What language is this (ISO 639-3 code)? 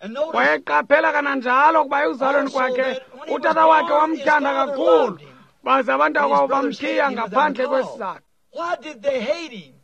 xho